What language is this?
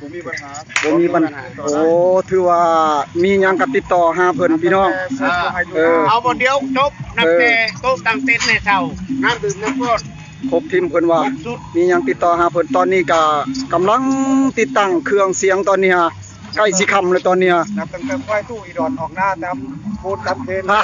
Northeastern Thai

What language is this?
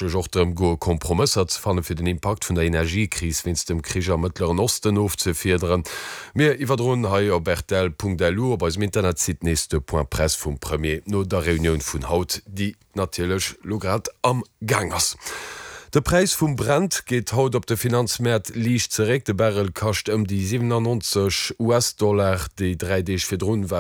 Luxembourgish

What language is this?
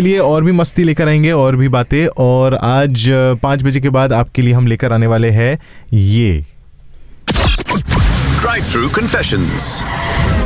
Hindi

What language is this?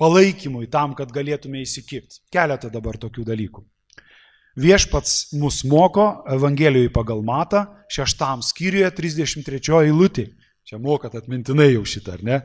Lithuanian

